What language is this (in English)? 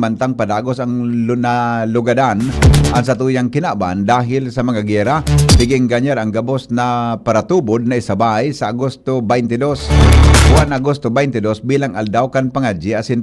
Bikol